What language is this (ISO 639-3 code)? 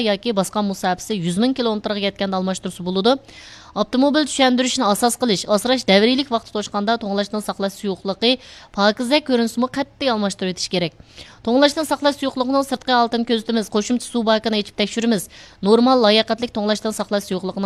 uig